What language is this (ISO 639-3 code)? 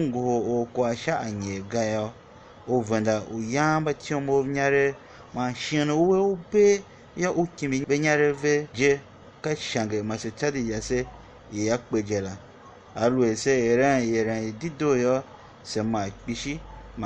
tiv